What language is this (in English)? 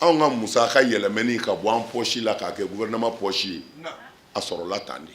Bambara